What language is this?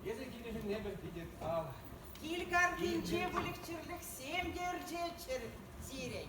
Chuvash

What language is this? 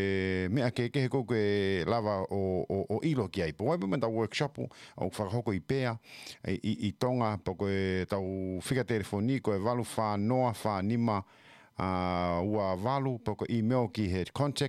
Tongan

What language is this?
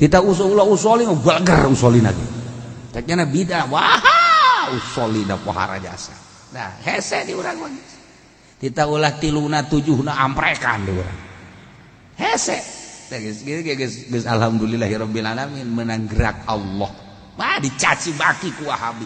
Sundanese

